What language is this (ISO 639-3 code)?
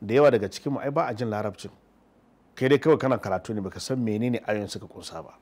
hau